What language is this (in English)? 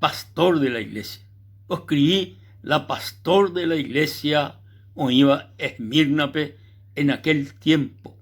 Guarani